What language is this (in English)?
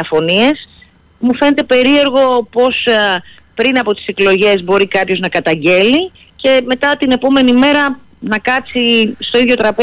Greek